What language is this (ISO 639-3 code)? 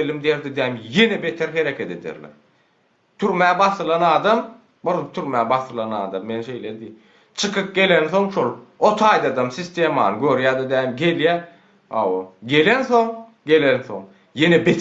tuk